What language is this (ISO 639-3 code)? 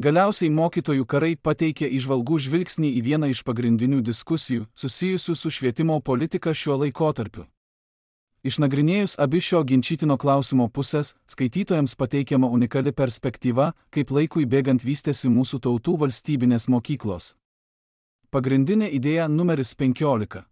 lit